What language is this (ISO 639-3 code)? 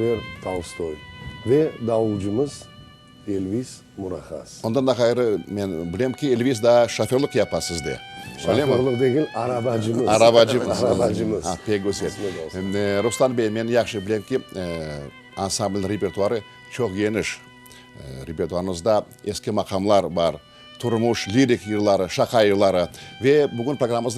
crh